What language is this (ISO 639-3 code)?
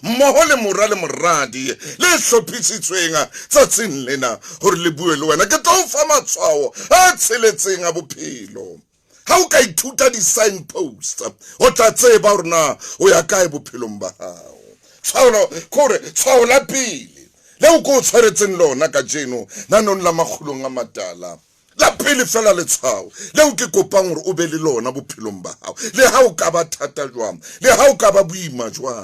sot